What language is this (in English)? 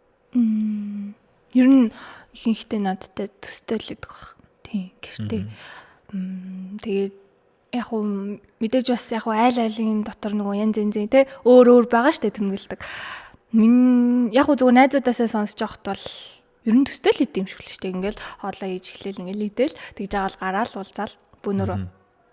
Mongolian